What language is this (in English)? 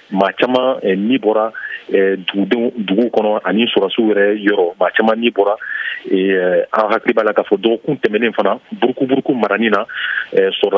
Bambara